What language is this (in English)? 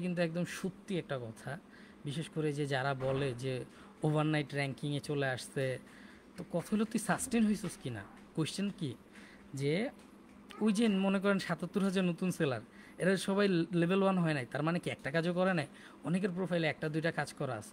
Bangla